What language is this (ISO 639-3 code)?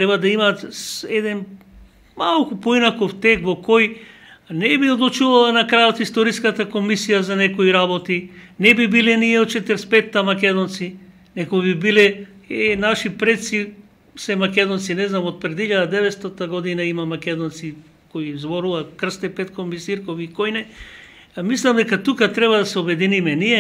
mkd